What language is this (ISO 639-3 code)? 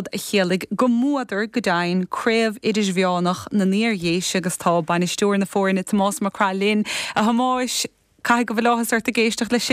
gle